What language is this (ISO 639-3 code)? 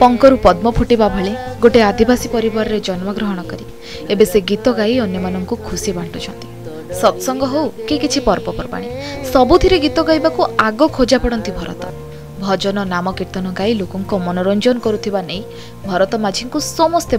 ori